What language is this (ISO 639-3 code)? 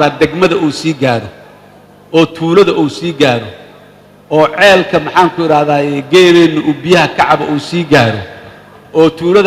som